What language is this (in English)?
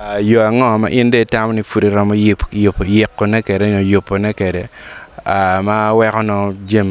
Acoli